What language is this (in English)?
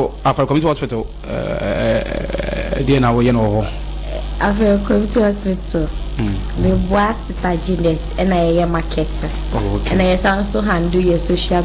Akan